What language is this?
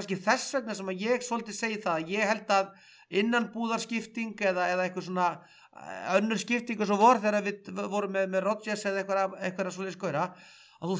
Icelandic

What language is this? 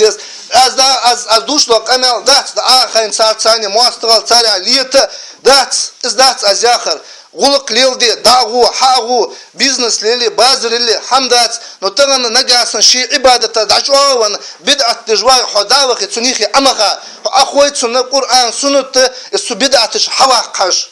Ingush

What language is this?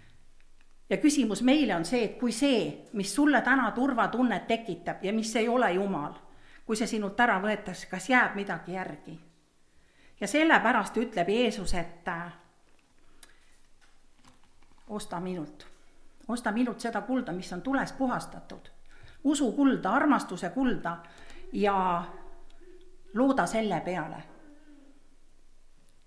Estonian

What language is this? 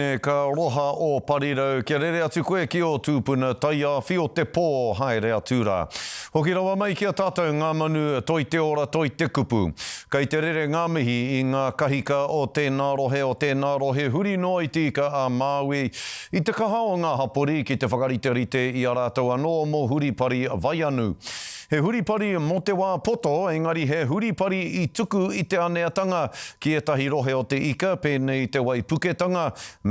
Māori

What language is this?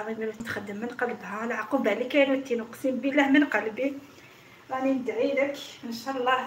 Algerian Arabic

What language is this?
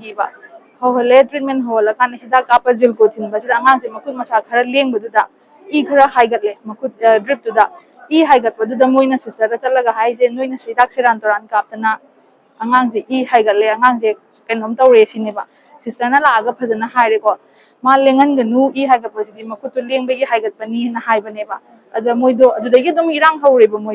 Manipuri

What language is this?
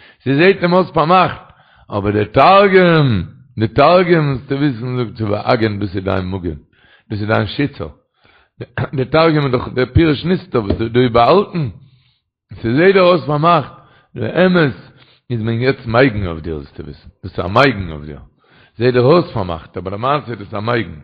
Yiddish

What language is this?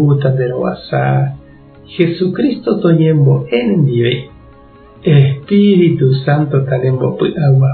Guarani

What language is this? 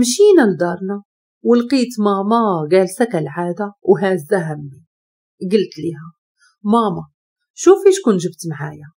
Moroccan Arabic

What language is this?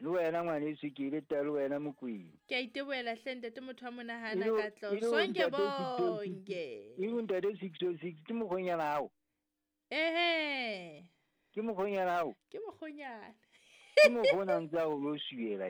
Southern Sotho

